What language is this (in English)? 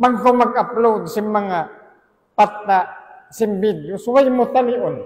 Tausug